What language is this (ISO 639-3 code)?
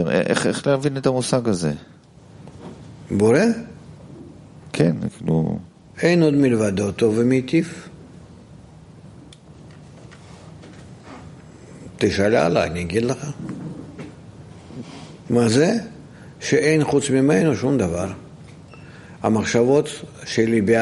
heb